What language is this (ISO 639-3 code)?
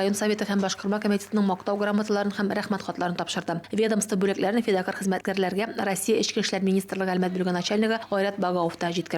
tat